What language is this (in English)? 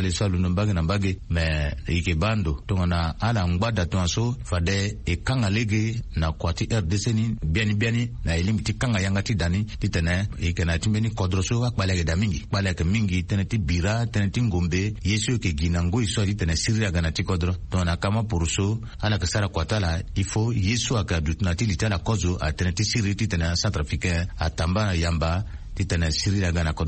Sango